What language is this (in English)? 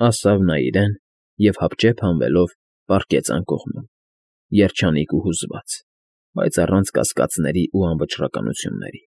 Armenian